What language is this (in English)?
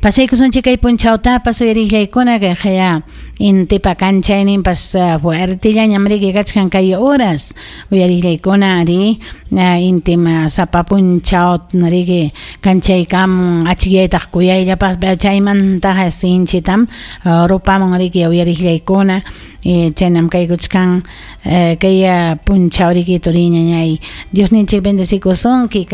Ayacucho Quechua